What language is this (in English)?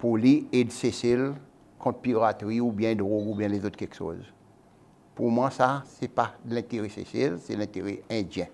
Seselwa Creole French